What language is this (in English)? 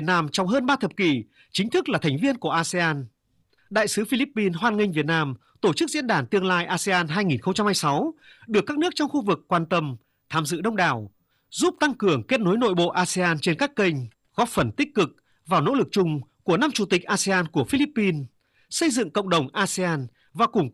Vietnamese